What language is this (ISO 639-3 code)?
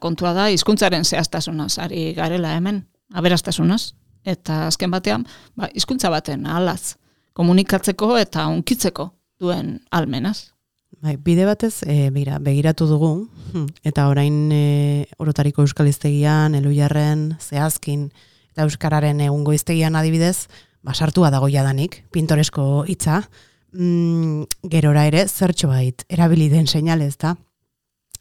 eus